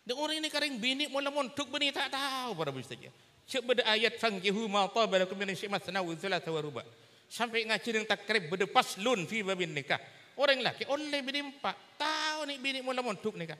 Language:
Madurese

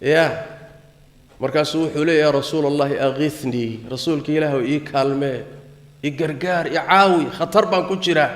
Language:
Somali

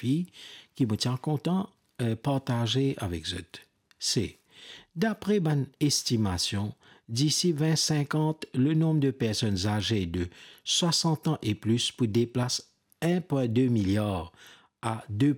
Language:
Morisyen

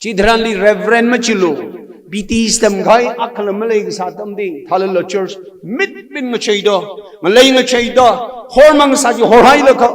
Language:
Tangkhul Naga (India)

